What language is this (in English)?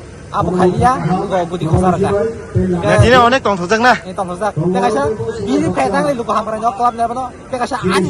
Kok Borok